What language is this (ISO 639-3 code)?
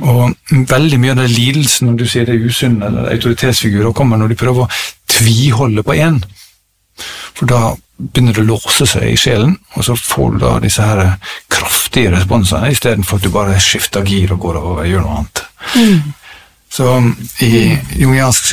nor